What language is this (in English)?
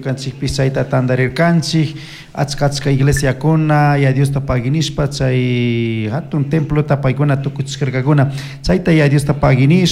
Chimborazo Highland Quichua